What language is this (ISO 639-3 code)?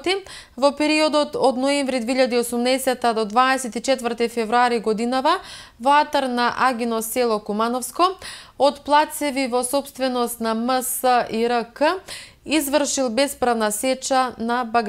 mkd